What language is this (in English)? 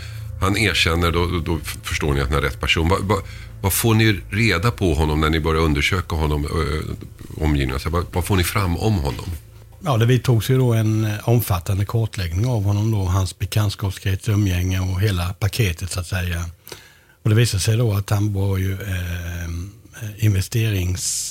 Swedish